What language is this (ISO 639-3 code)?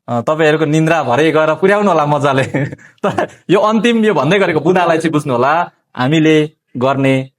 nep